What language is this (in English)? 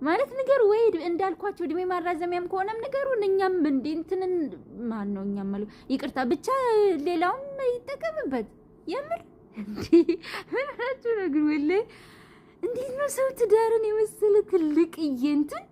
Amharic